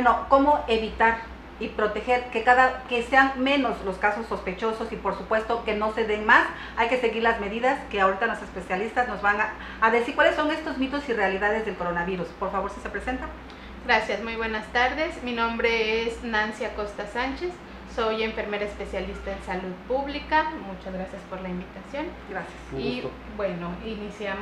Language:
Spanish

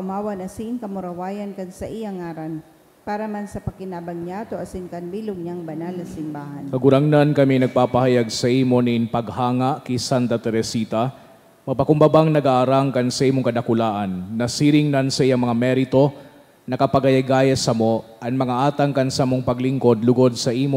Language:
Bikol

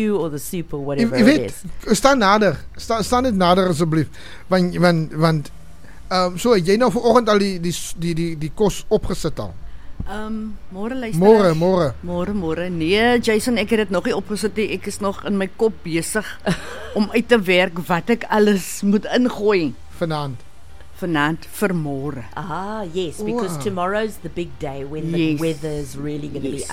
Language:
Afrikaans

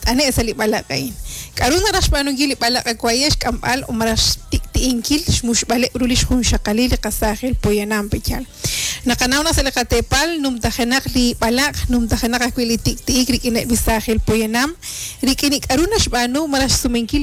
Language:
Kekchí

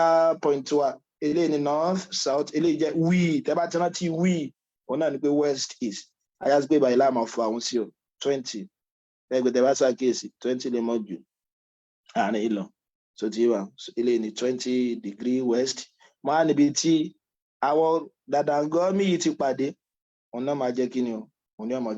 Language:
Yoruba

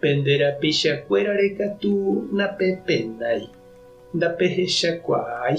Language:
Guarani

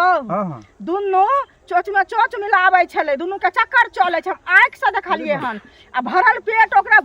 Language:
Maithili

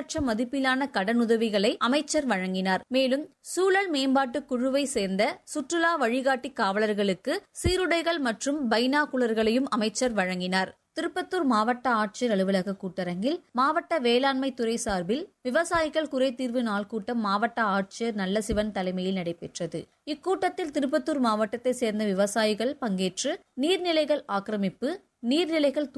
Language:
Tamil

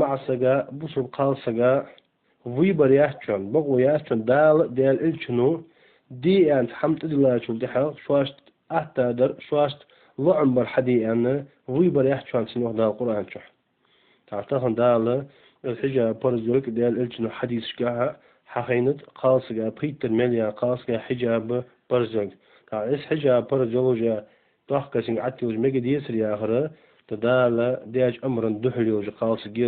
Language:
Ingush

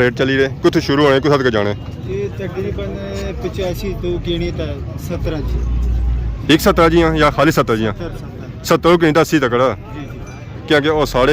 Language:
Pahari-Potwari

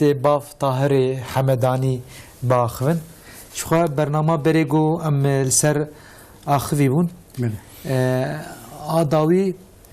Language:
Kurdish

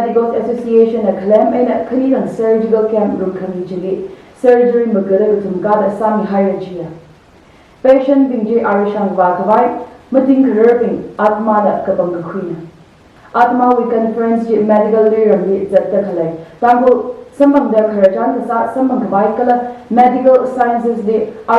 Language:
Tangkhul Naga (India)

